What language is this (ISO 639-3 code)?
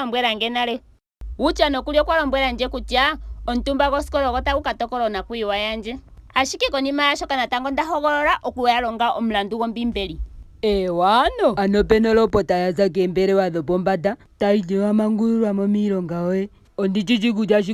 ndo